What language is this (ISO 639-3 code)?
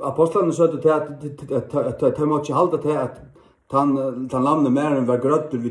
fao